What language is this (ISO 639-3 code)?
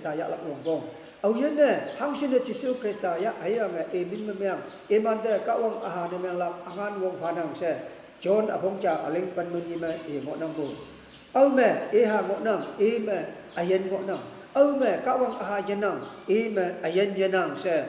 nbe